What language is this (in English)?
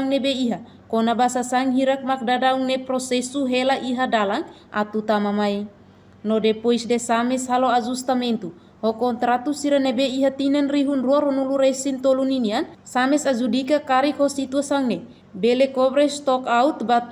Tetum